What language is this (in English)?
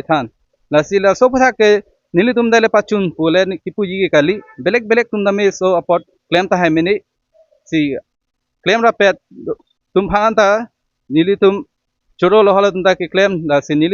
Karbi